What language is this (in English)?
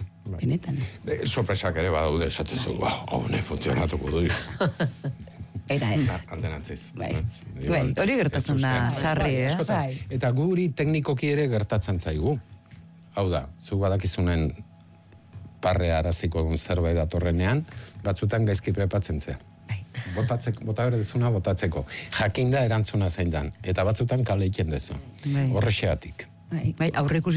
Basque